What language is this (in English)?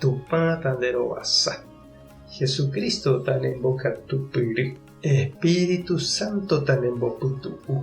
Guarani